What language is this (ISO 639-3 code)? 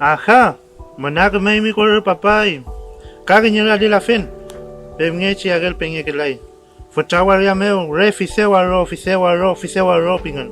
arn